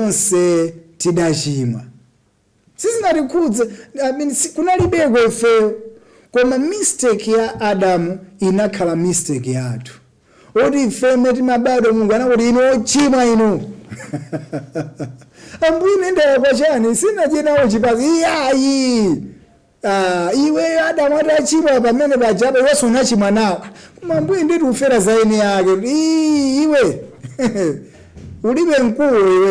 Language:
Nyanja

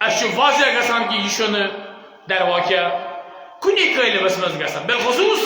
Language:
Kashmiri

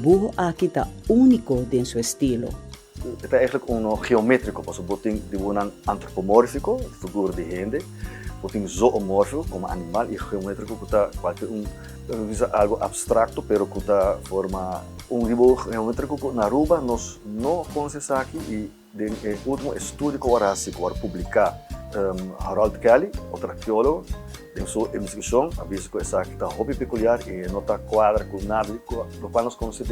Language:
Papiamento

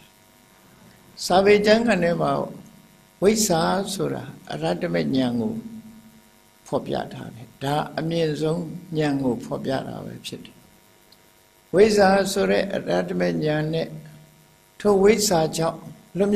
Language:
Burmese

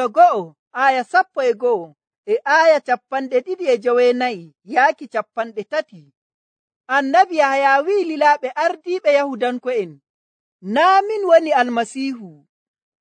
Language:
Nigerian Fulfulde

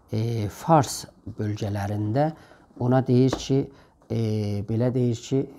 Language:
South Azerbaijani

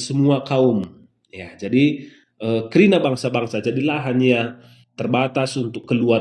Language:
Batak Karo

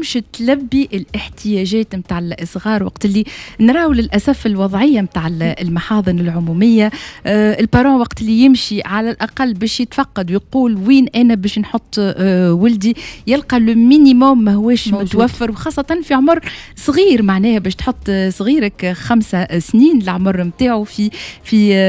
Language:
Tunisian Arabic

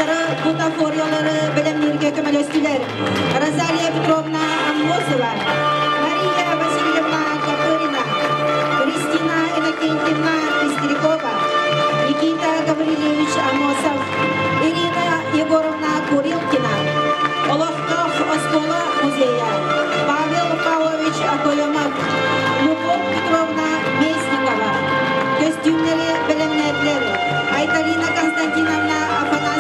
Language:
Yakut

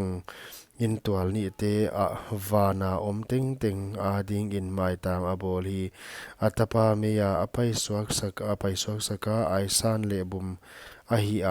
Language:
Paite Chin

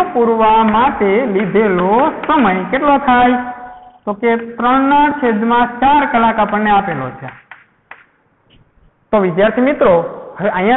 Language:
Gujarati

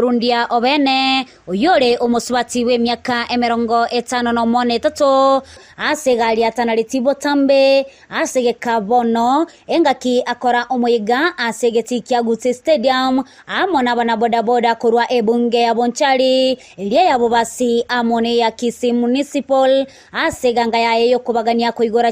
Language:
Gusii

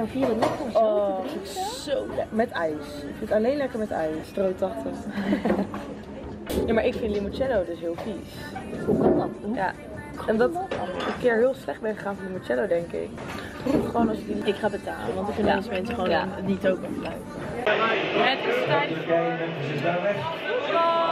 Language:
Dutch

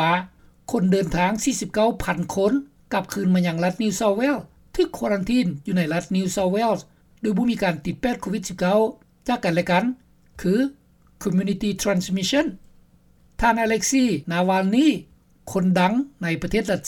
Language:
Lao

